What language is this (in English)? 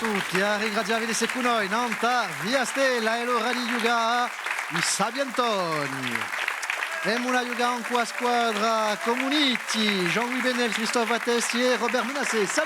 Corsican